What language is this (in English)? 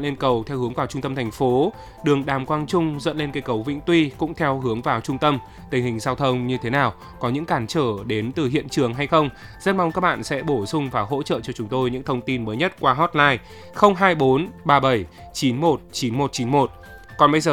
Vietnamese